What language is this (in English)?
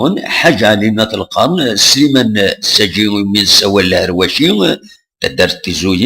Kabyle